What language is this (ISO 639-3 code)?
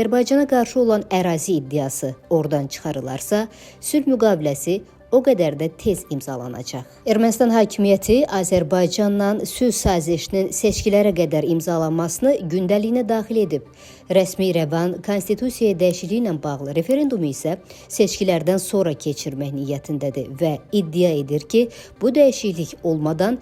aze